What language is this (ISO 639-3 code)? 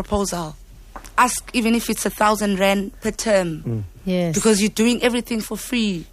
eng